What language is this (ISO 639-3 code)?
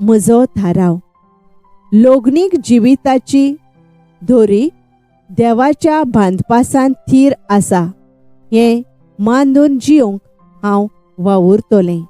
kok